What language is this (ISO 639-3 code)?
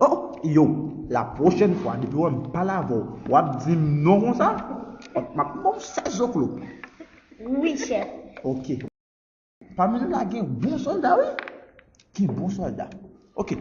hat